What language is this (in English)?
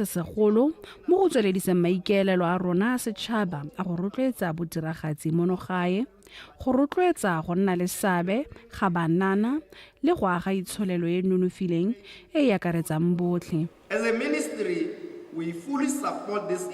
Tswana